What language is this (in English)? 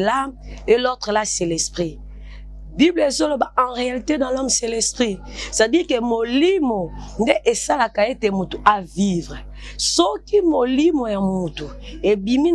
Lingala